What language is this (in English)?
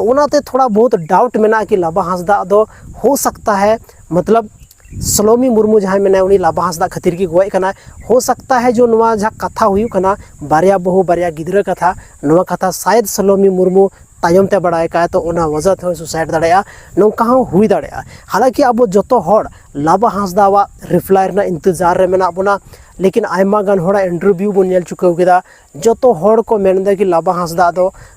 Santali